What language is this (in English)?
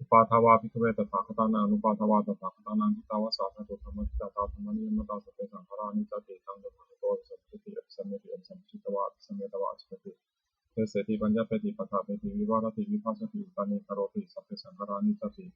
Pali